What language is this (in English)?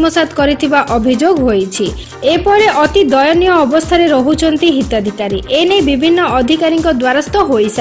Odia